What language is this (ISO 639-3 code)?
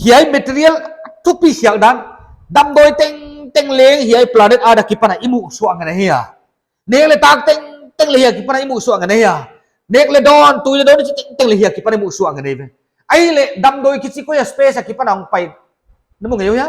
pck